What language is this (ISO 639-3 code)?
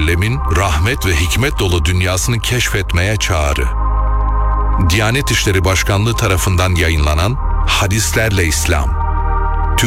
tur